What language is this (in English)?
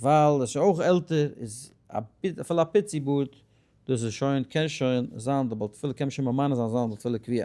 Yiddish